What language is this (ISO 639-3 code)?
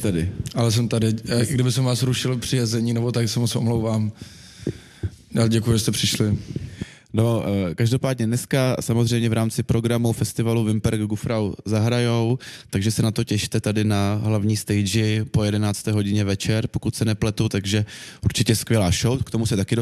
ces